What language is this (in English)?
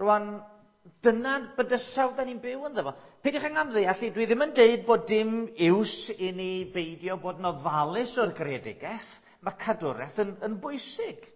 Welsh